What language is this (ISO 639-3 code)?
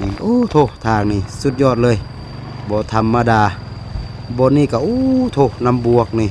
lao